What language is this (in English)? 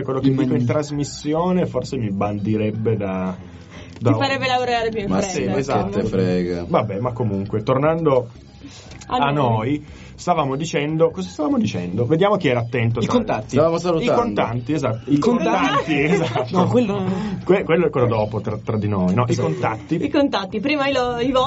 Italian